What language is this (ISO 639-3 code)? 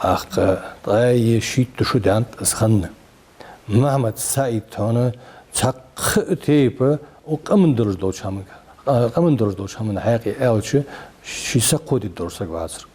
inh